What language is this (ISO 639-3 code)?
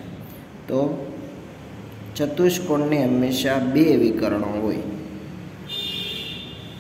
guj